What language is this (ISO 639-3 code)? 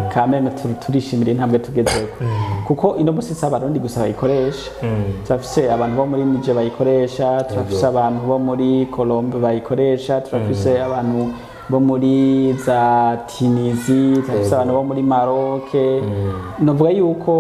run